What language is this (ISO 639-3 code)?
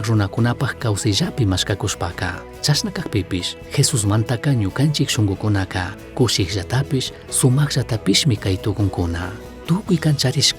qug